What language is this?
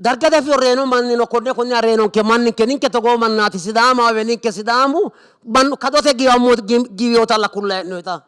Sidamo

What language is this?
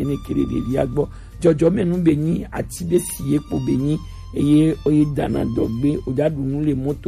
Gen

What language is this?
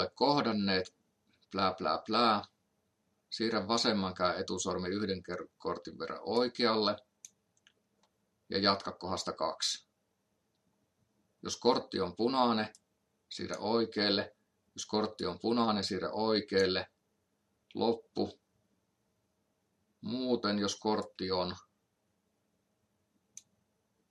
Finnish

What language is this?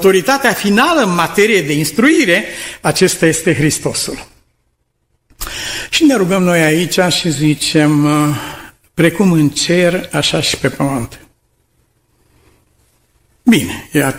Romanian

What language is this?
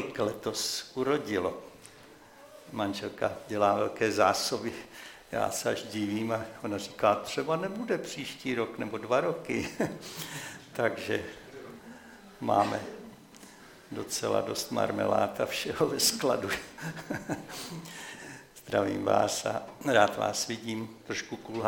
Czech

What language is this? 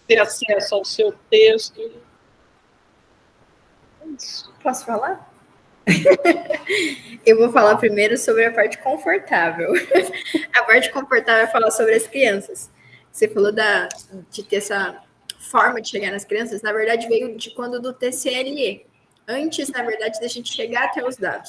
Portuguese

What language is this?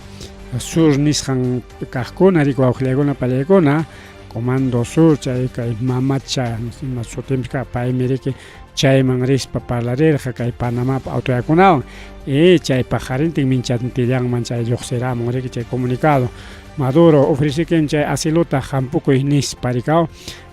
Ayacucho Quechua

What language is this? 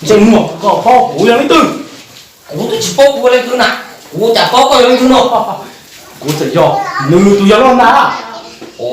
Hmong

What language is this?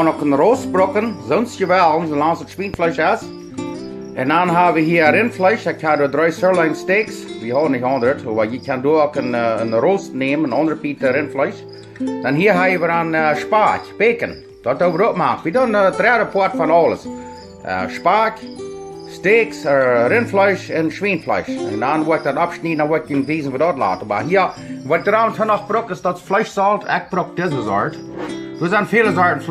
Plautdietsch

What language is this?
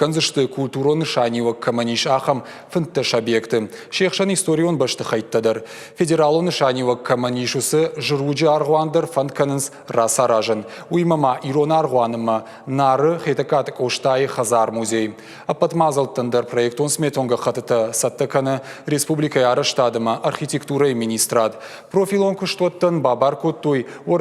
Ossetic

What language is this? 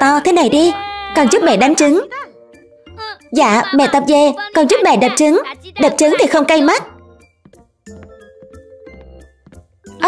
Vietnamese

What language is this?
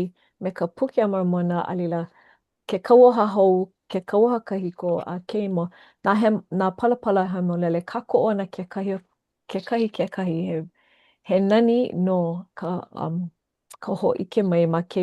Hawaiian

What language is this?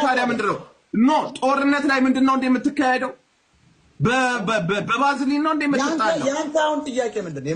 Amharic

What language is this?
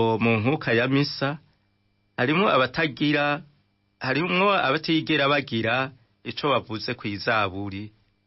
Rundi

